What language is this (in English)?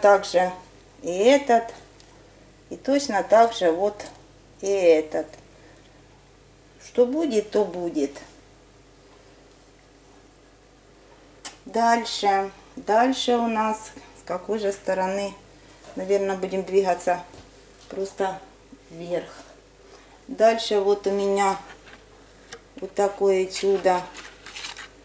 Russian